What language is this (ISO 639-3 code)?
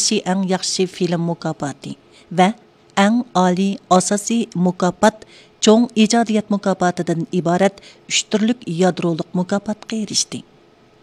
uig